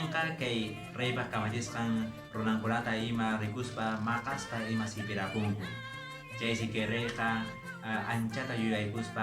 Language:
Quechua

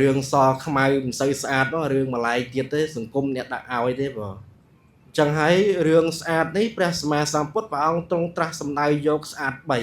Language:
Khmer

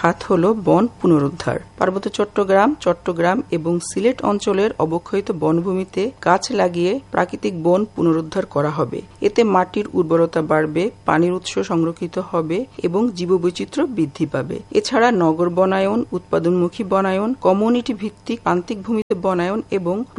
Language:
Bangla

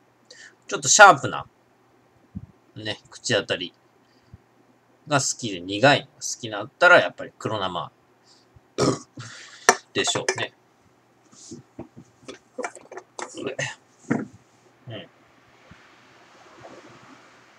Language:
Japanese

